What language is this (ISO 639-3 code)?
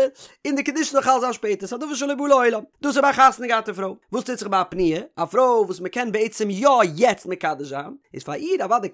yid